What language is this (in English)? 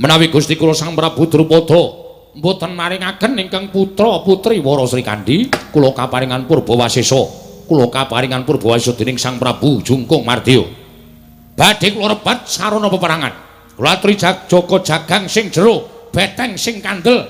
Javanese